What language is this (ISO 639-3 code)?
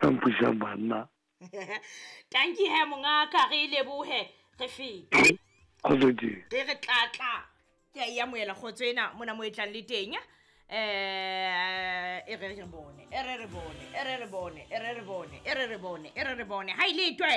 sot